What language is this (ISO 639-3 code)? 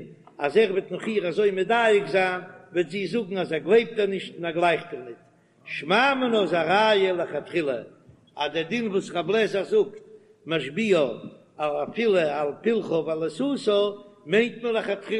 yid